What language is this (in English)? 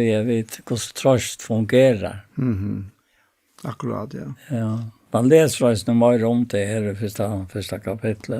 Faroese